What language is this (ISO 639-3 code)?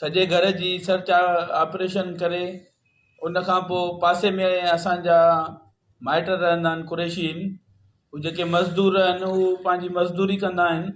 snd